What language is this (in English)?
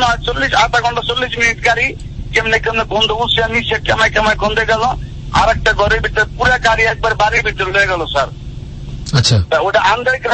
Bangla